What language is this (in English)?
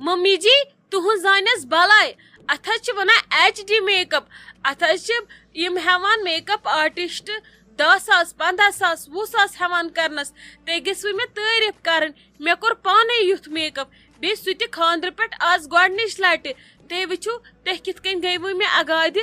Kashmiri